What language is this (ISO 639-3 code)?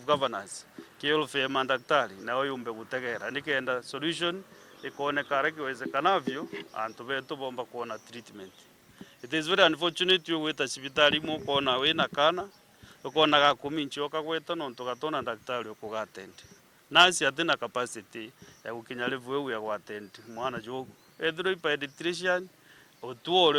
mer